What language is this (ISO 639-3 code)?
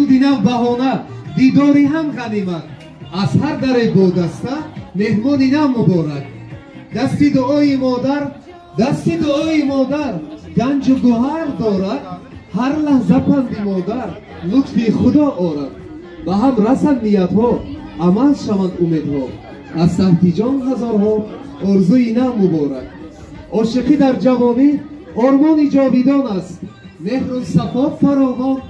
tgk